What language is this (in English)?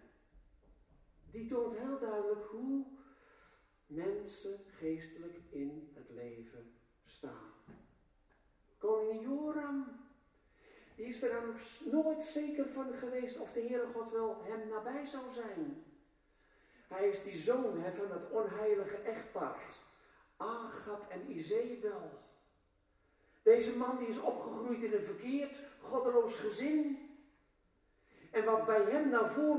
Dutch